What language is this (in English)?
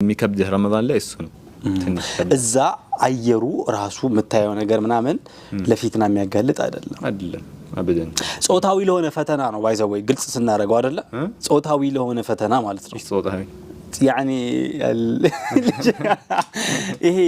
Amharic